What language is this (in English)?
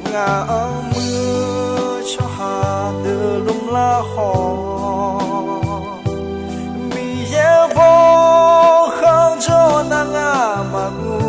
Akha